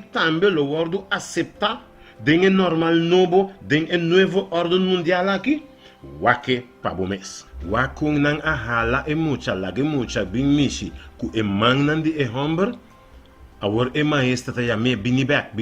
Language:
Papiamento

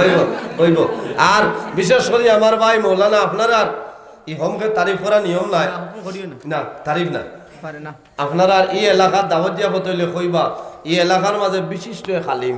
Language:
Sylheti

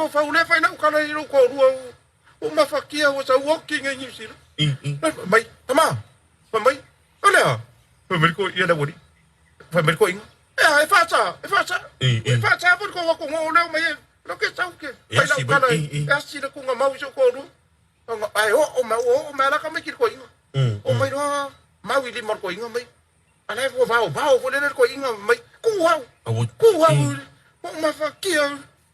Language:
Samoan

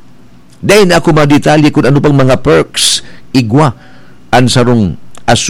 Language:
Bikol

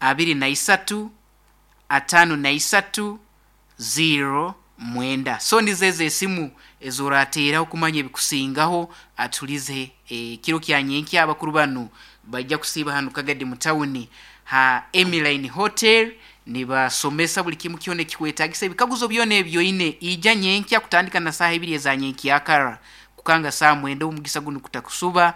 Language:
Nyankole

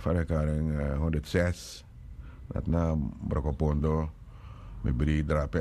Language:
Sranan Tongo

